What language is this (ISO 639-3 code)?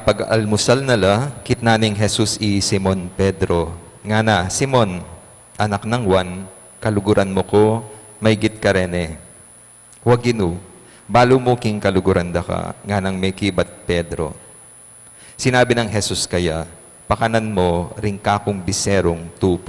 pam